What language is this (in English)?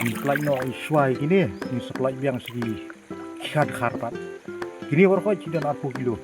Khasi